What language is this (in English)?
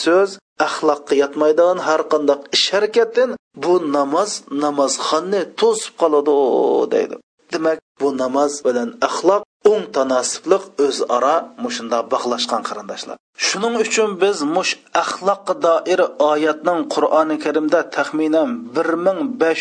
Uyghur